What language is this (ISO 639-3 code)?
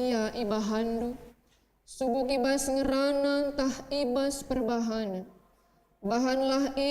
btx